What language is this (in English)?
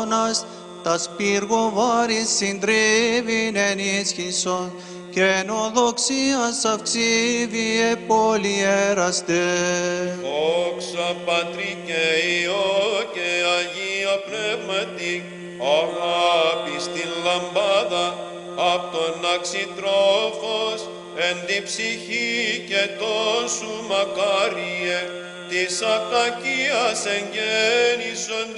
Greek